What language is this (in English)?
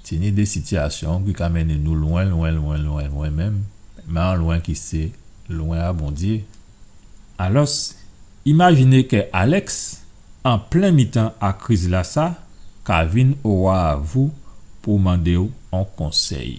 Guadeloupean Creole French